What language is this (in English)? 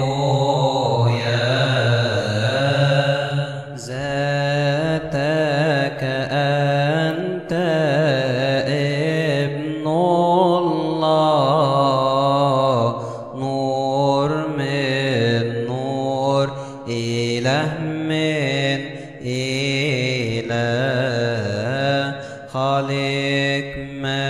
Arabic